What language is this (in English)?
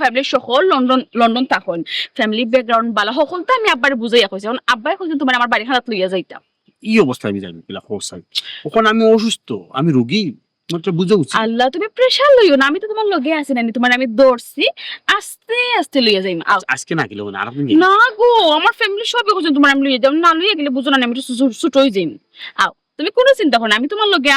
Sylheti